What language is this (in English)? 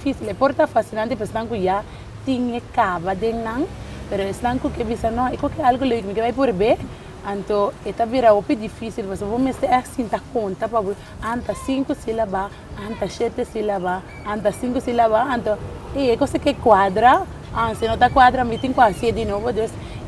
Papiamento